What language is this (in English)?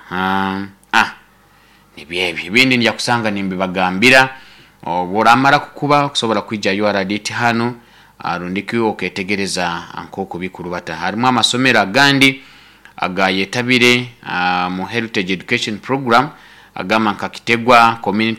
Nyoro